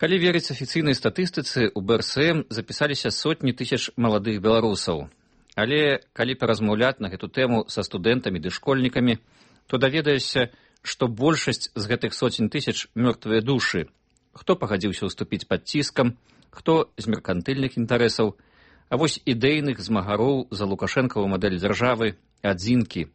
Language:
Belarusian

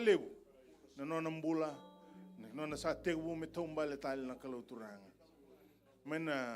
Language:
Fijian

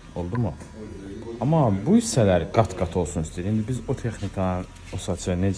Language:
Azerbaijani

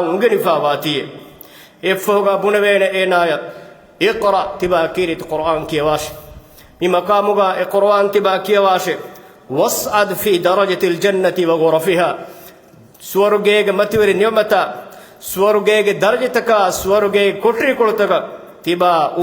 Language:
Divehi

